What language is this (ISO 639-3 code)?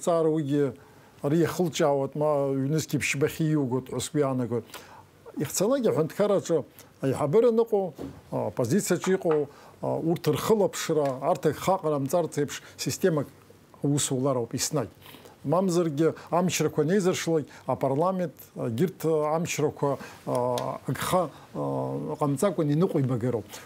abk